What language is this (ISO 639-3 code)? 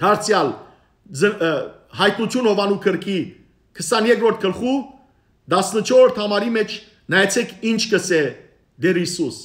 hyw